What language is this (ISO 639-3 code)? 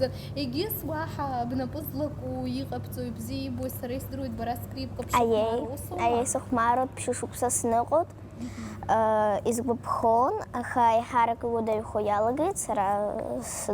abk